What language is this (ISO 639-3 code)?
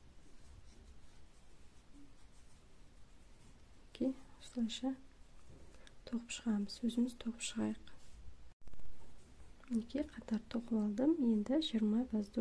kaz